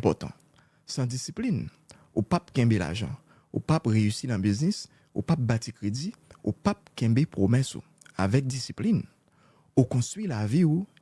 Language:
Haitian Creole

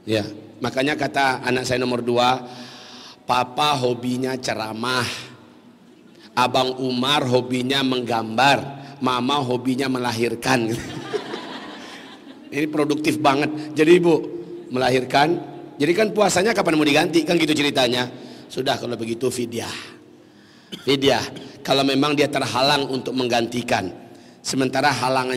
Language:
Indonesian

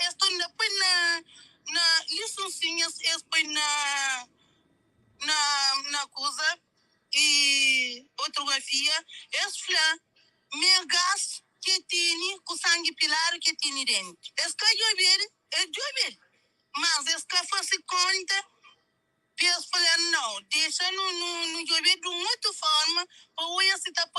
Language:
Kabuverdianu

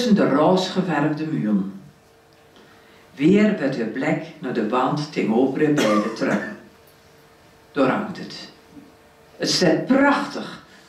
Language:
Dutch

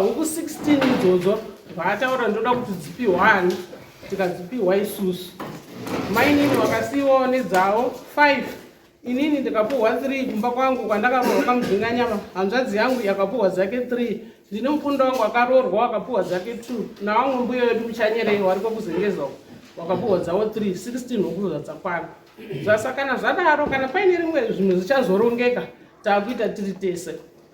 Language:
Shona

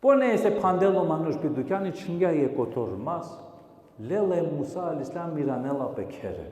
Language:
Balkan Romani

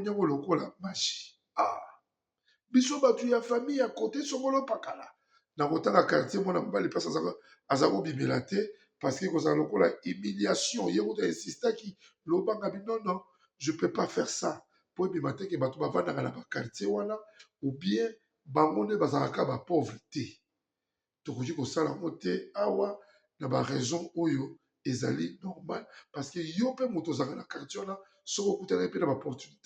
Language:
Lingala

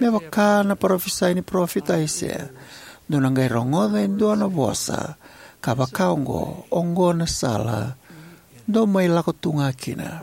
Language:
Fijian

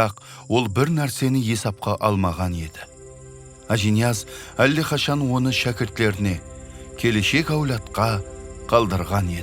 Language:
Kara-Kalpak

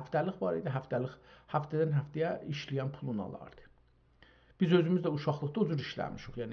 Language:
South Azerbaijani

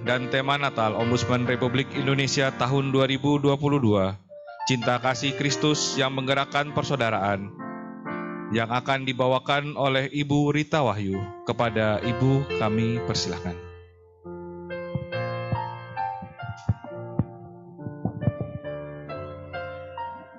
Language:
Indonesian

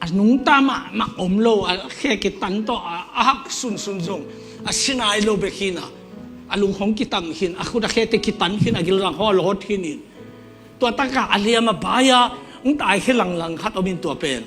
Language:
Tedim Chin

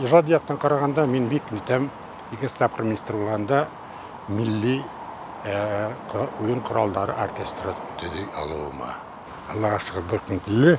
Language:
Bashkir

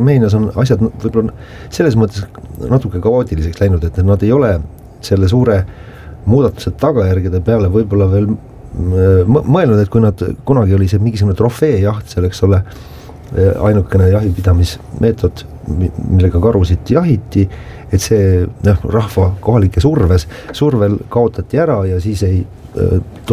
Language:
Estonian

